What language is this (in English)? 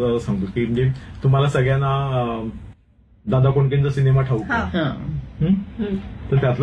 Marathi